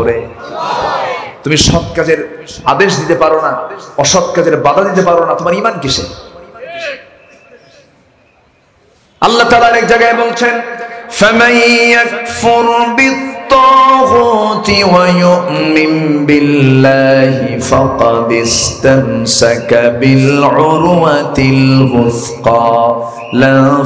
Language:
Bangla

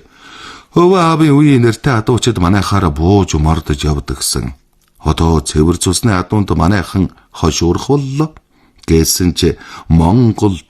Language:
Mongolian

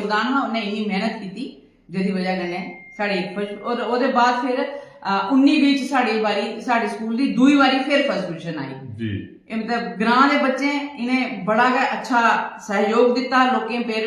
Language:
Dogri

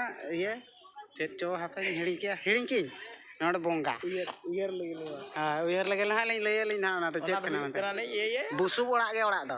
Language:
Santali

